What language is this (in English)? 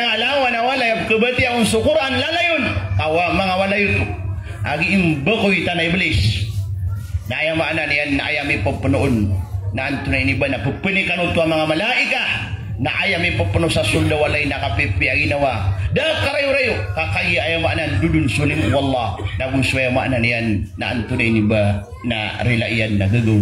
Maranao